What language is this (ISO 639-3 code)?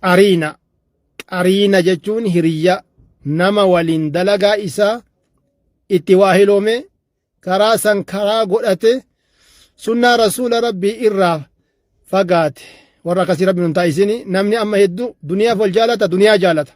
orm